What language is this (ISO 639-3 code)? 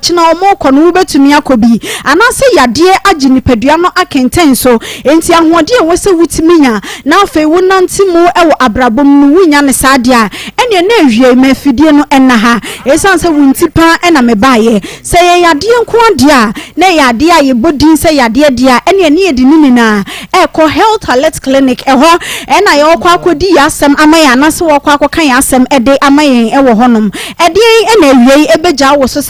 aka